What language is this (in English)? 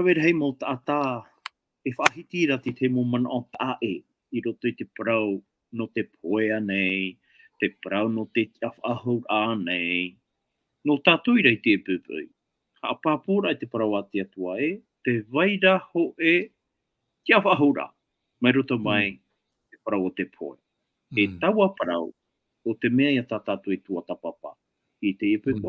Tahitian